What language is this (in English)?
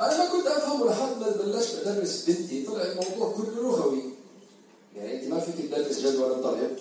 North Levantine Arabic